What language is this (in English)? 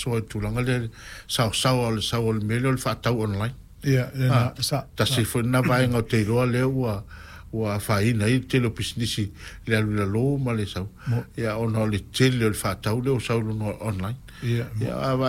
Samoan